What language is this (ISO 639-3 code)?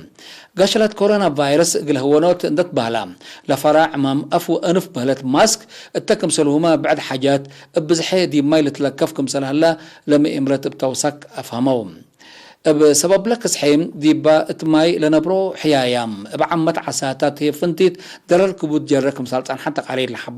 tig